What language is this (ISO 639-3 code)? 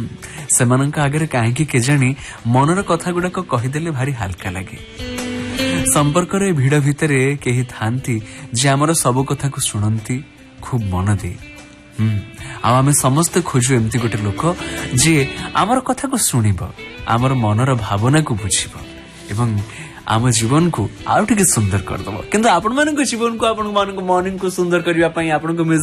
ori